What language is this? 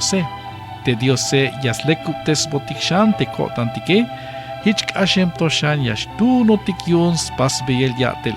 Tzeltal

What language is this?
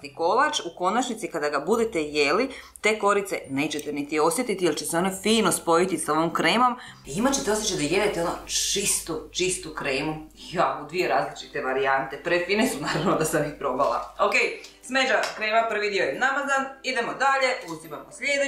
Croatian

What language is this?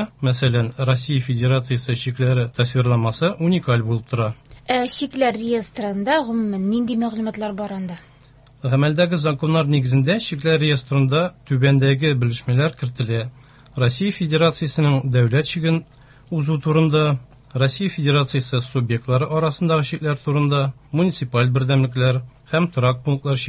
Tatar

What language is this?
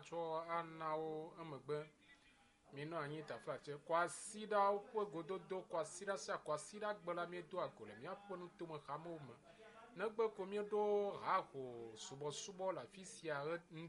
Ewe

